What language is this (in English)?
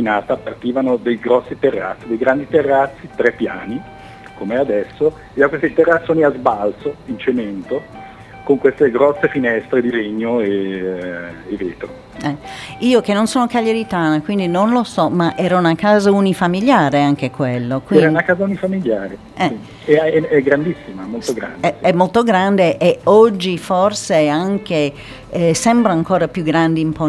Italian